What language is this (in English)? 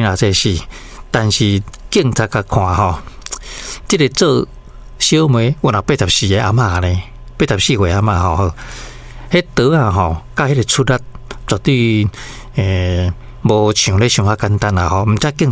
Min Nan Chinese